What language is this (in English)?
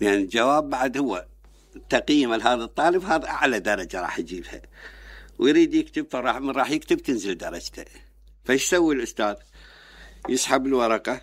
Mesopotamian Arabic